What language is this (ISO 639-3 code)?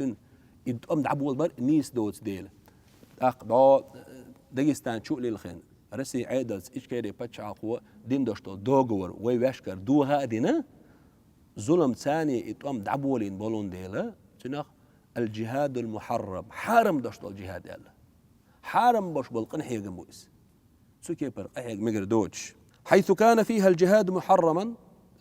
che